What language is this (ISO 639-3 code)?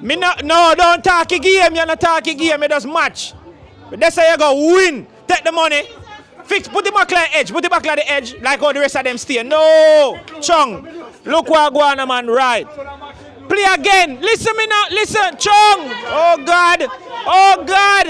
jam